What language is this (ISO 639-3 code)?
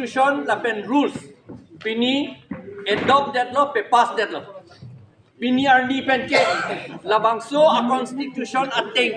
mjw